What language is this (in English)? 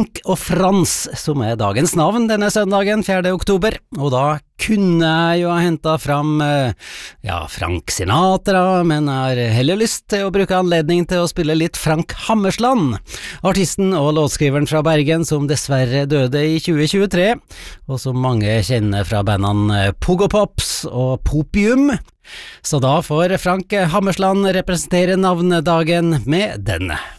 Norwegian